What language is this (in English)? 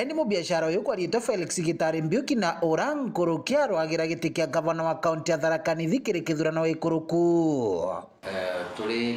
Meru